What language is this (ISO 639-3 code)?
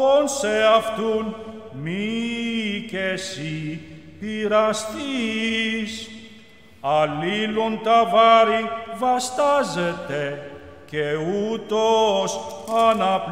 ell